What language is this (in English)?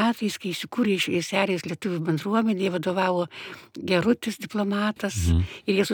Lithuanian